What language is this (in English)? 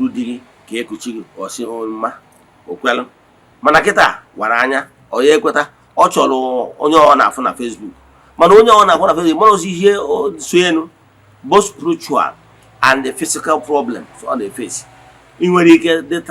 Igbo